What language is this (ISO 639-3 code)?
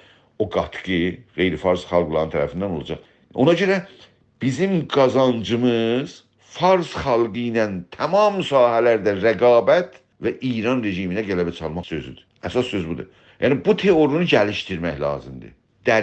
azb